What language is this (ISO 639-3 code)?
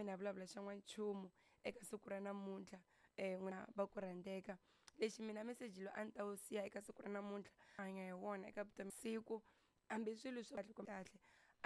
tso